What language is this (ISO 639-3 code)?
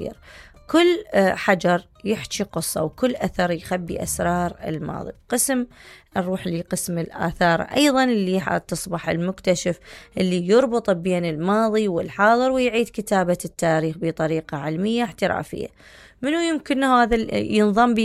acm